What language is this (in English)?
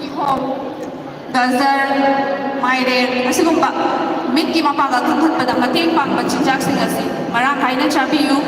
Manipuri